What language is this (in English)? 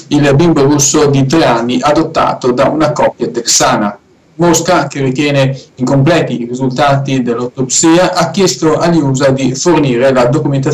Italian